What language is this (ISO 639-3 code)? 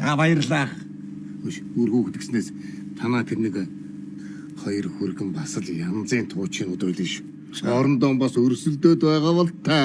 mon